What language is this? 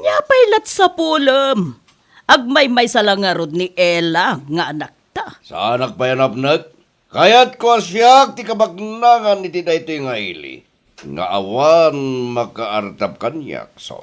Iloko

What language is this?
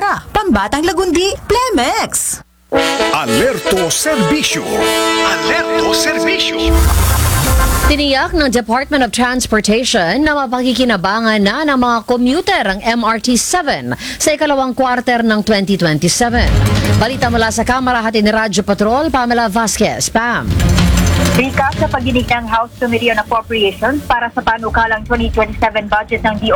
Filipino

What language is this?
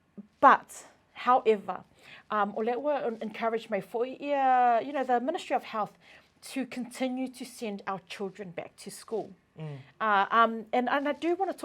Samoan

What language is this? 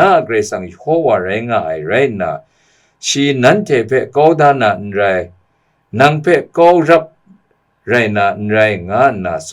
Kachin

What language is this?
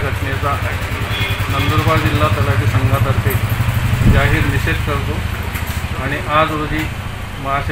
Marathi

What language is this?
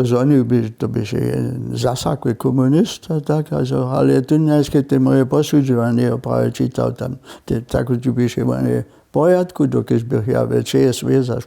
Upper Sorbian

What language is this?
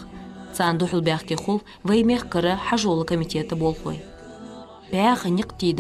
Ingush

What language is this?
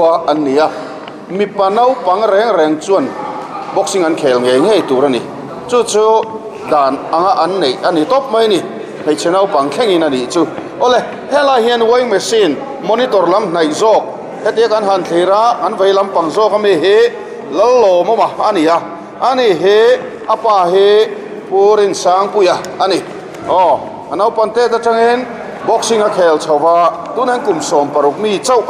Mizo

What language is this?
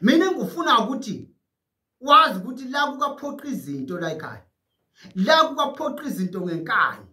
Zulu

